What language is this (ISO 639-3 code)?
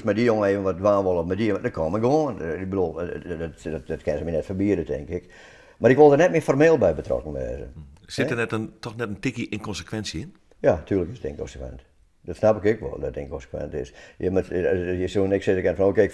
fry